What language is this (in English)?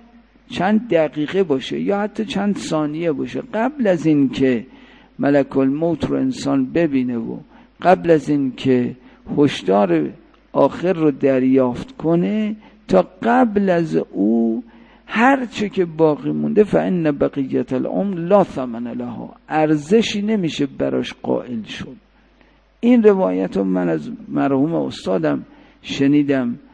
Persian